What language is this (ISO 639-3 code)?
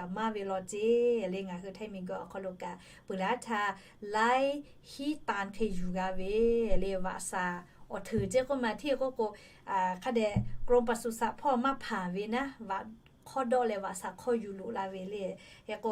lhu